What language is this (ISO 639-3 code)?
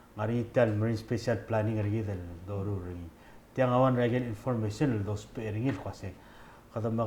pau